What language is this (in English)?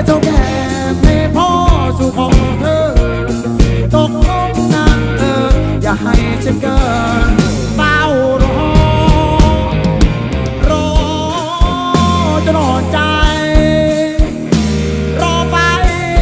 Thai